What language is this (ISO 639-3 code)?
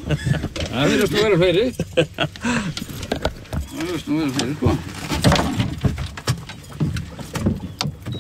isl